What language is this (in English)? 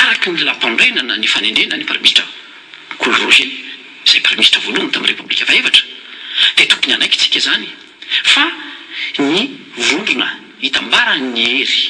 Malagasy